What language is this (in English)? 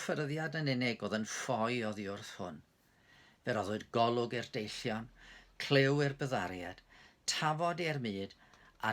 Welsh